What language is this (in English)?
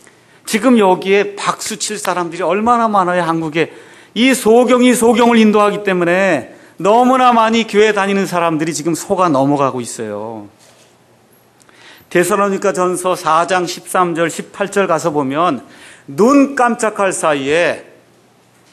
Korean